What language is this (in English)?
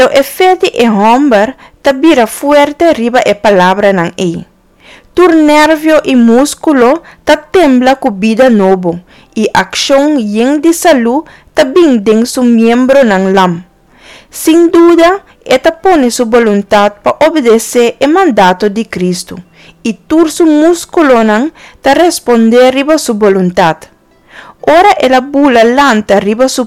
Papiamento